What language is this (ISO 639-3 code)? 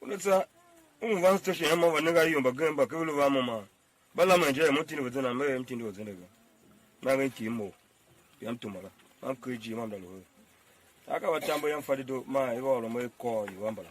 tiv